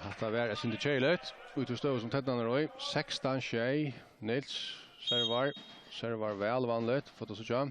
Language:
Faroese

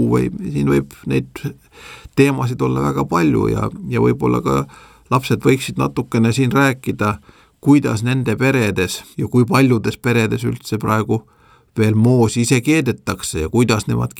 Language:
Estonian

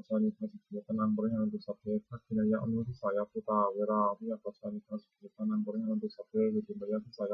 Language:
Pali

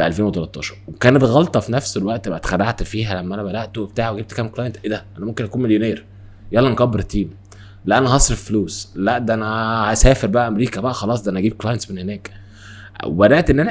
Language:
Egyptian Arabic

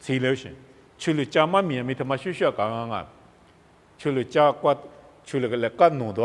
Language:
Lisu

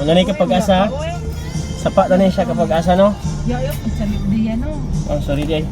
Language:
Cebuano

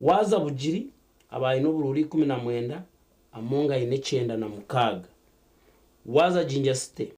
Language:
Nyankole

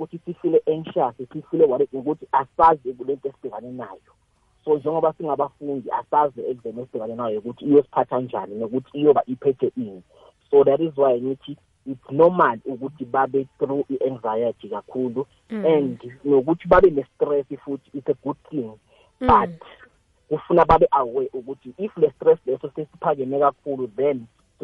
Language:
South Ndebele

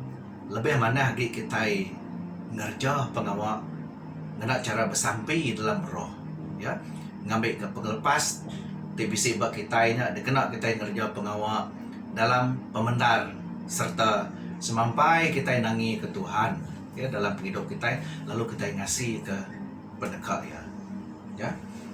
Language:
Iban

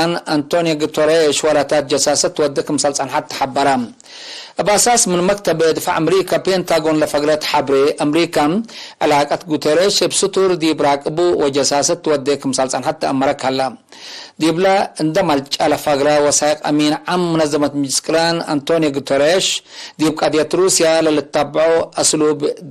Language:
Tigre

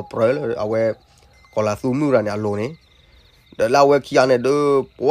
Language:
S'gaw Karen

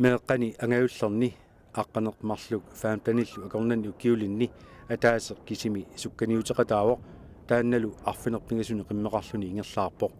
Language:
Kalaallisut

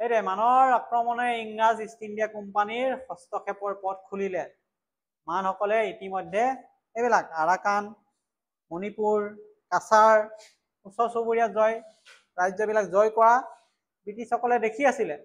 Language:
Assamese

